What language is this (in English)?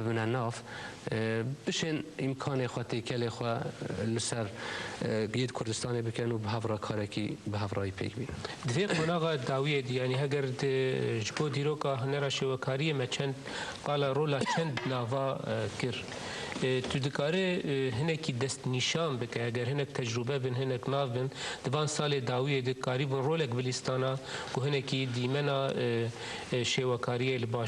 Kurdish